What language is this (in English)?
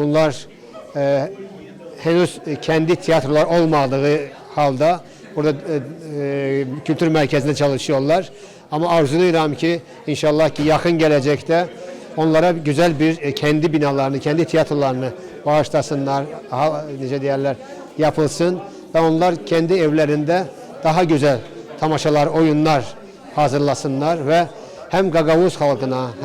Gagauz